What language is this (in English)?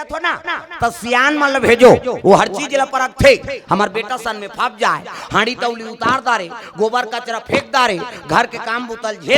Chhattisgarhi